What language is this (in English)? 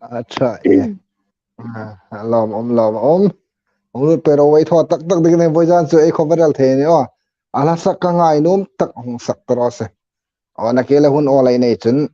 Hmar